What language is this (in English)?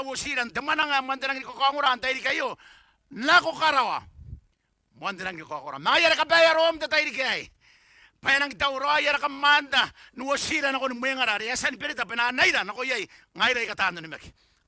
Gilbertese